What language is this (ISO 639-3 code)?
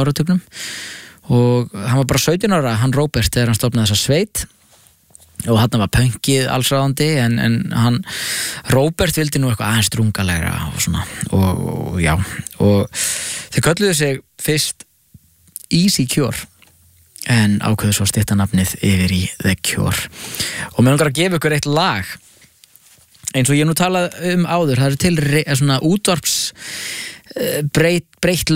isl